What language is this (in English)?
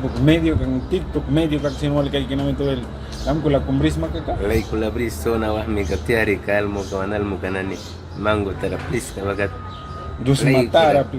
Mískito